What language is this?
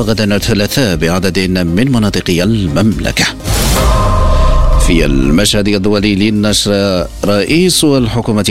Arabic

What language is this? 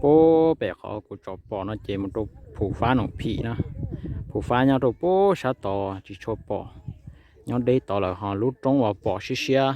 Hmong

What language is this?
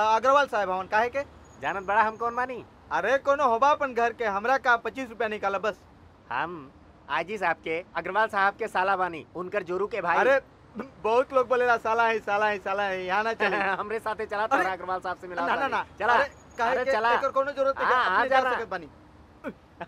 Bhojpuri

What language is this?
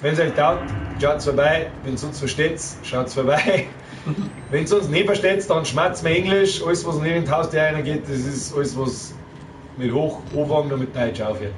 Bavarian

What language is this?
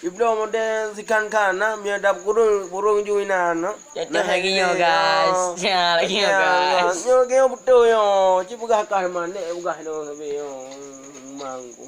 Achinese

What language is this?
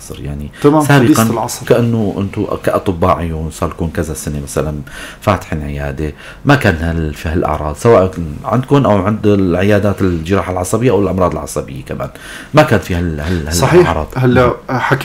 North Levantine Arabic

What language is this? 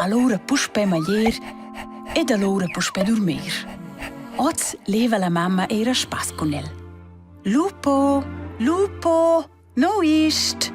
Romansh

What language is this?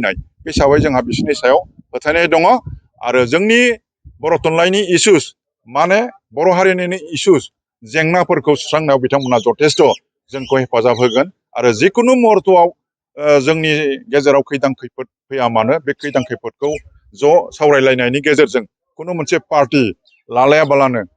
Bodo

